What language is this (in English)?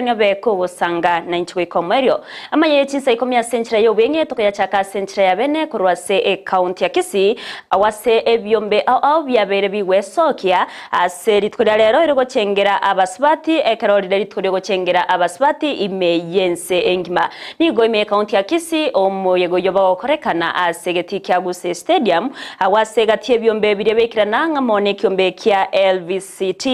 Gusii